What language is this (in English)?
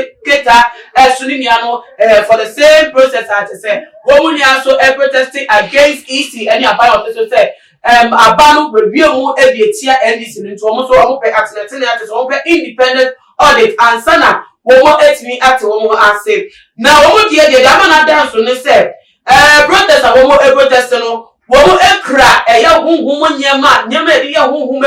Akan